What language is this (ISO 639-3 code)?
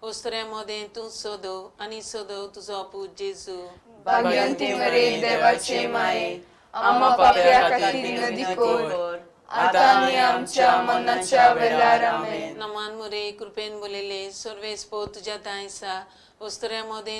kok